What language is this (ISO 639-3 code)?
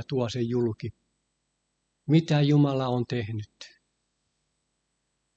fin